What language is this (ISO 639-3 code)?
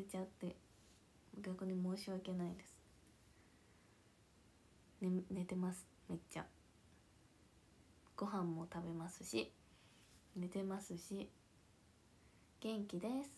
jpn